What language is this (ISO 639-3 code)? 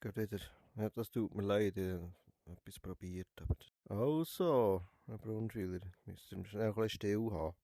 gsw